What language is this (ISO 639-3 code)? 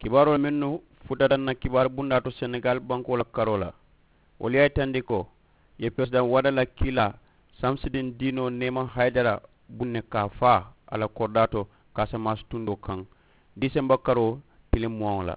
man